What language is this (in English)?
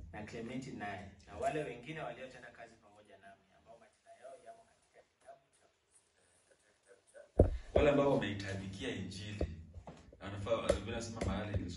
Swahili